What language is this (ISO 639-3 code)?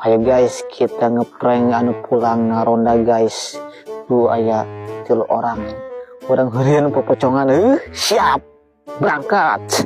sun